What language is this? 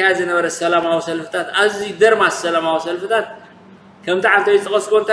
Tigrinya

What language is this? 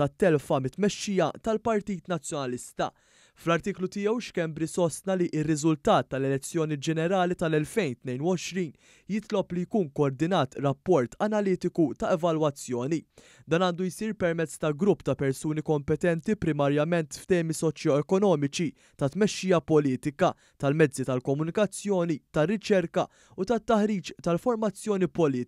Maltese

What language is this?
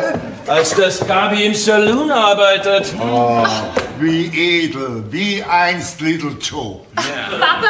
Bavarian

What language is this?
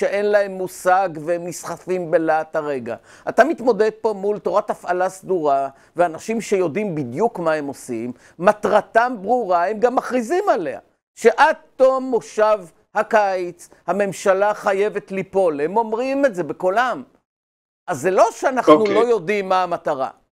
Hebrew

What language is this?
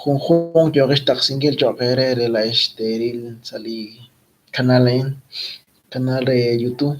Kekchí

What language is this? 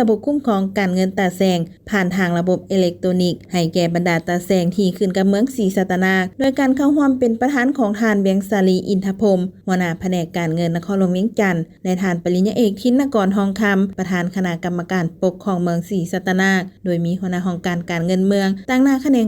Lao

